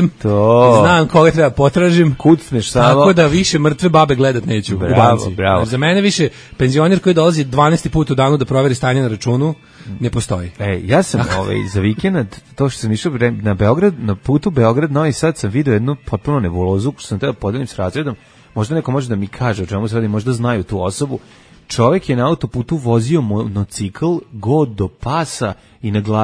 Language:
Serbian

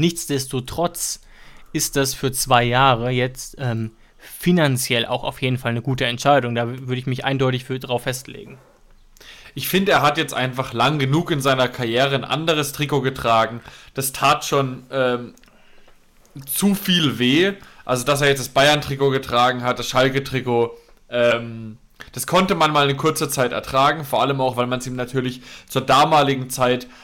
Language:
German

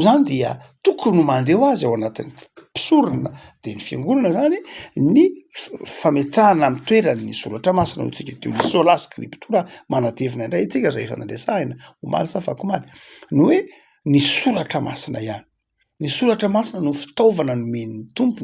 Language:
Malagasy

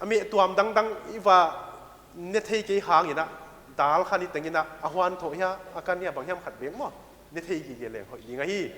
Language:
Paite Chin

